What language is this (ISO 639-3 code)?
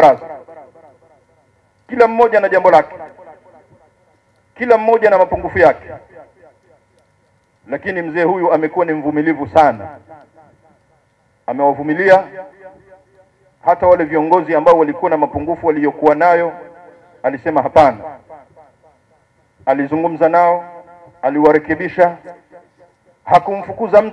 swa